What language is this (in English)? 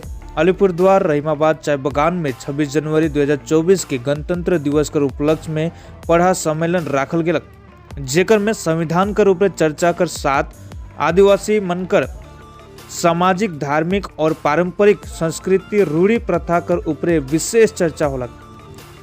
Sadri